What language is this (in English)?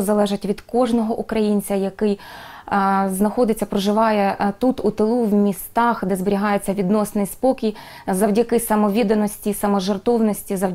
Ukrainian